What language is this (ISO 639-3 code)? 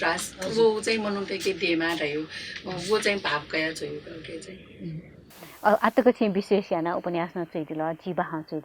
new